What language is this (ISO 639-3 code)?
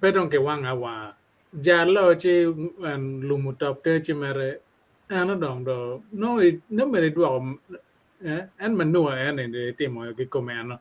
ach